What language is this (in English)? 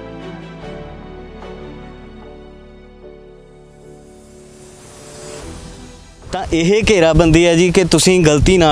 Punjabi